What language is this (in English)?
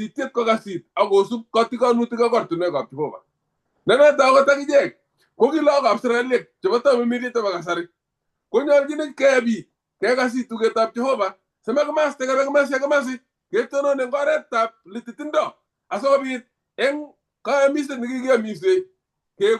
Kalenjin